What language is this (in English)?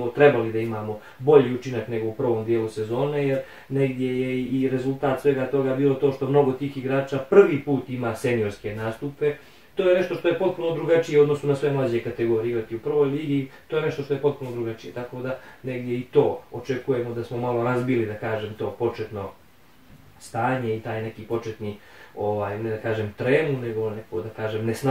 Bosnian